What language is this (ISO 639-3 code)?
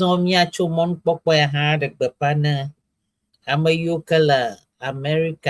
ewe